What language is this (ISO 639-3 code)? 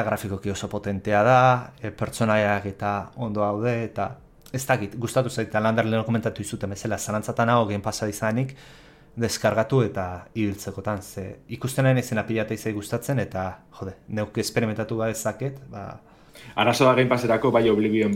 eus